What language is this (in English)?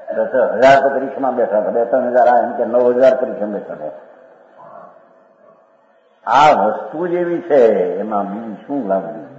Gujarati